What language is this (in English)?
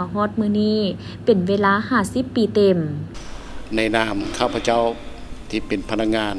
Lao